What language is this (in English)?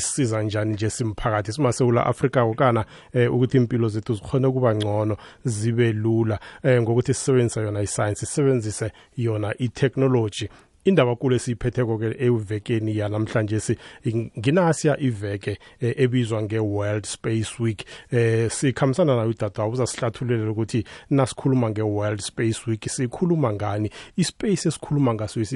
South Ndebele